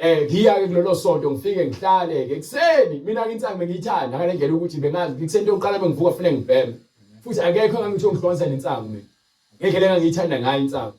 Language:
Zulu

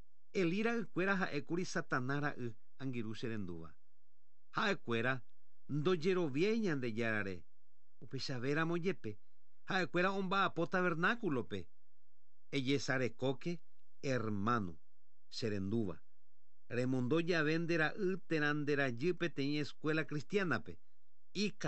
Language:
Guarani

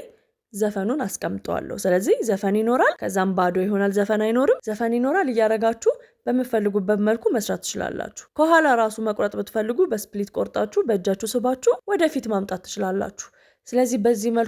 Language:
Amharic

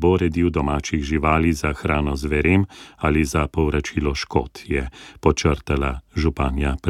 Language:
Slovenian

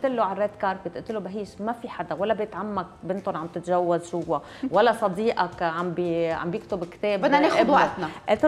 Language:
North Levantine Arabic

